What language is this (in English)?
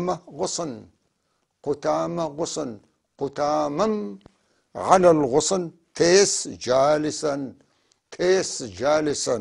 North Levantine Arabic